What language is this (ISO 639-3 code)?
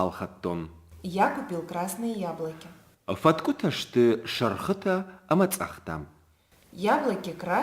oss